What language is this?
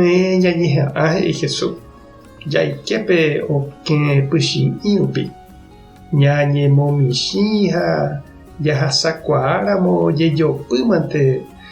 Guarani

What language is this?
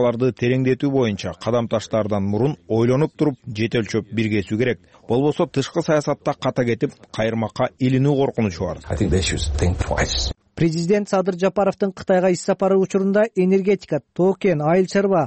Kyrgyz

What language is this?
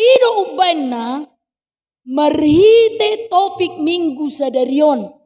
Batak Toba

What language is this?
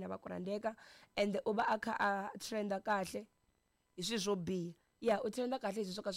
Tsonga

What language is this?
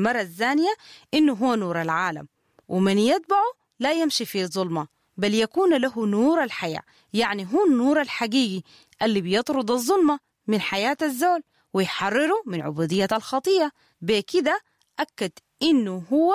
Sudanese Arabic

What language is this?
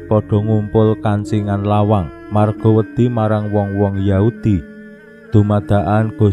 Javanese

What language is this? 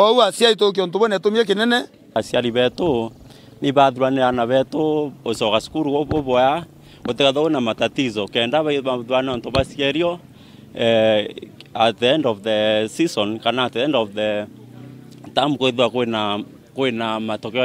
Meru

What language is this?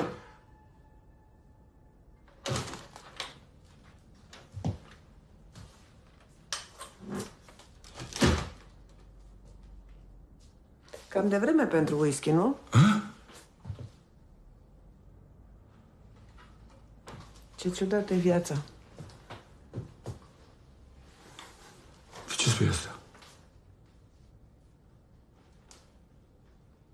Romanian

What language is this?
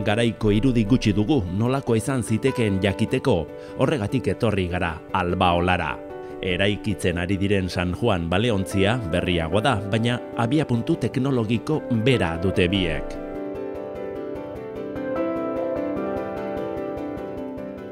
Basque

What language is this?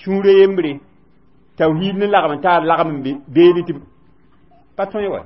Mossi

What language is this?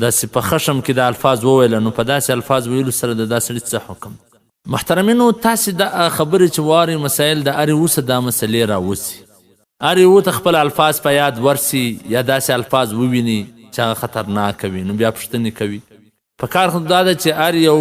Pashto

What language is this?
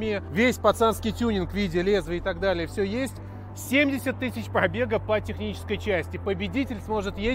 Russian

